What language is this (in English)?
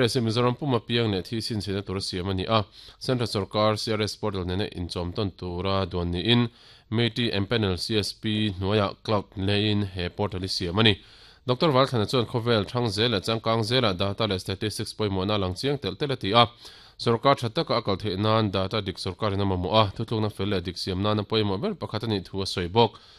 Mizo